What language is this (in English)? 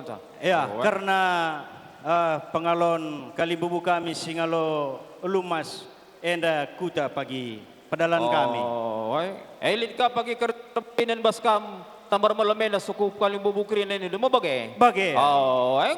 Batak Karo